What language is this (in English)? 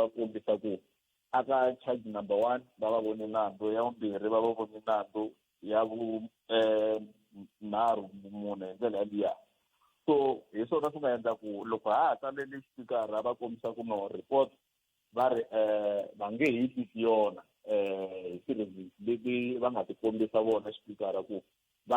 Tsonga